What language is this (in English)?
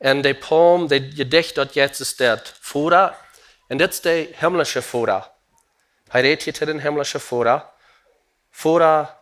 Plautdietsch